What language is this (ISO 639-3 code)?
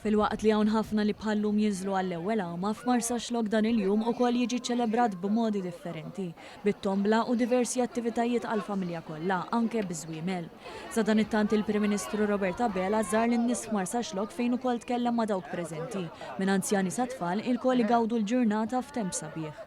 mlt